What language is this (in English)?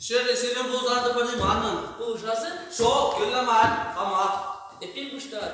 Chuvash